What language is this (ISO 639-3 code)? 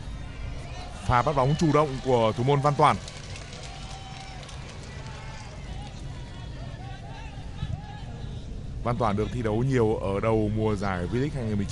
vie